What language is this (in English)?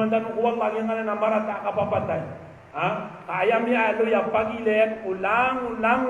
Maranao